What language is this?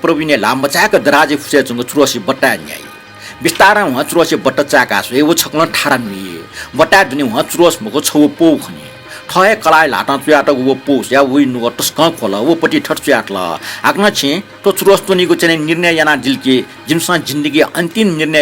Newari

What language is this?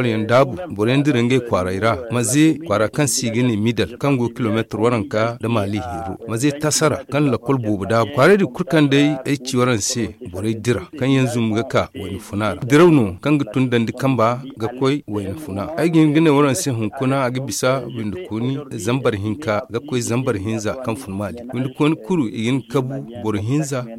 Zarma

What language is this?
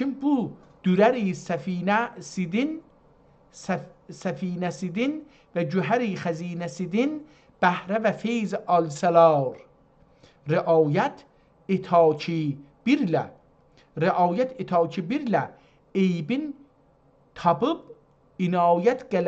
South Azerbaijani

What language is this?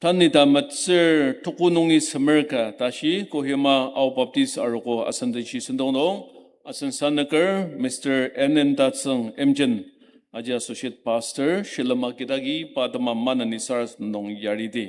Ao Naga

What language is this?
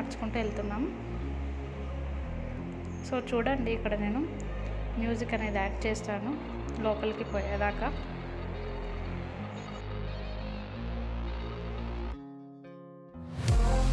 Telugu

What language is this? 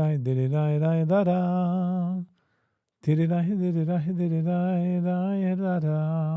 Yiddish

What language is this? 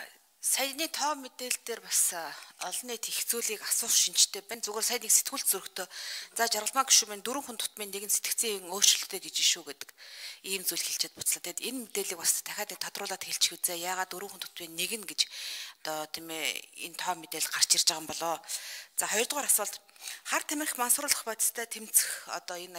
Mongolian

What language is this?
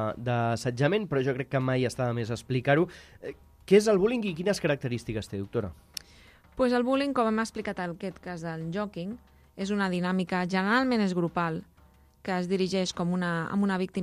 Catalan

